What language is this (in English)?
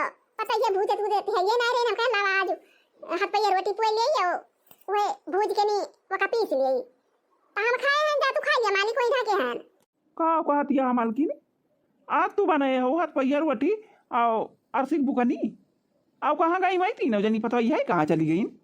Awadhi